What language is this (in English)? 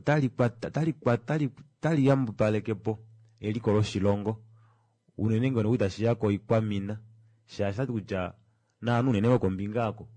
Kuanyama